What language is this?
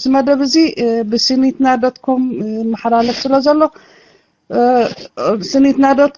Tigrinya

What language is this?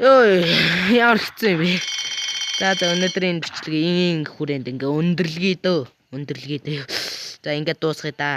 Mongolian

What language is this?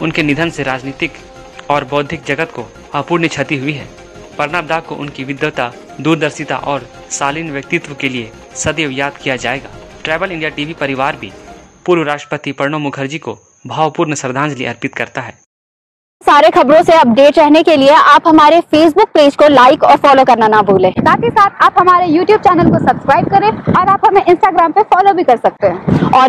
Hindi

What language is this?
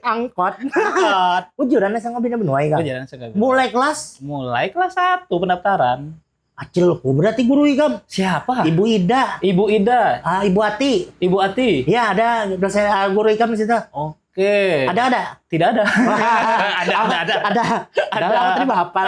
Banjar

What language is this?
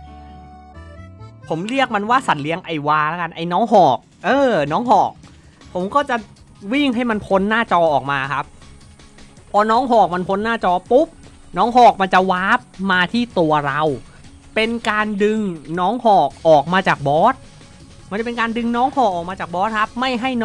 Thai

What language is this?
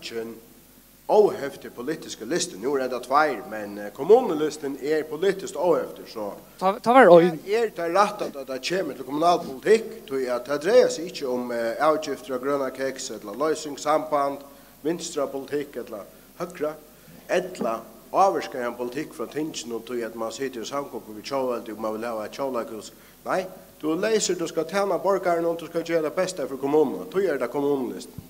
Faroese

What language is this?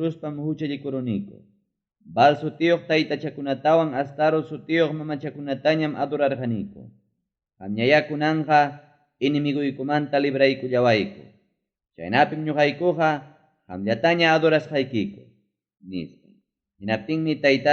Ayacucho Quechua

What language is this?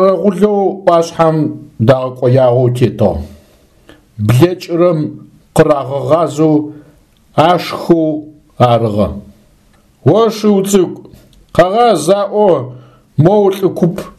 Adyghe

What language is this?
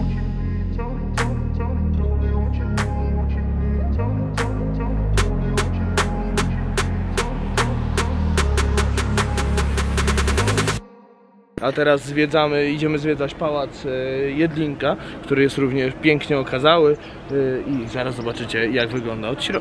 Polish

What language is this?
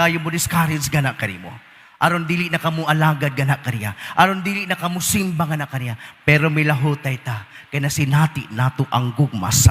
Cebuano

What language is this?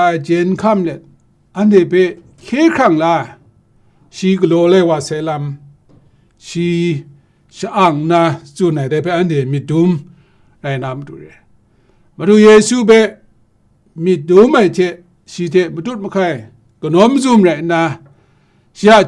Kachin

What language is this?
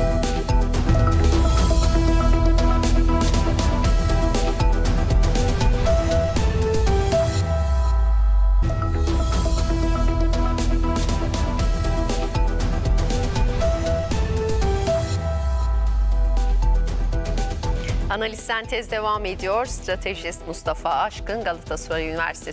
Turkish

